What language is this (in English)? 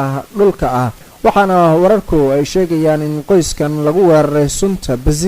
Somali